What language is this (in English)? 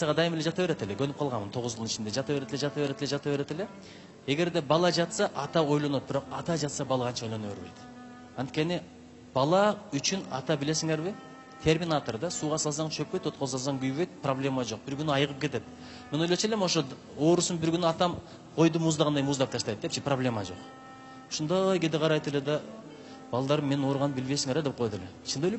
Kyrgyz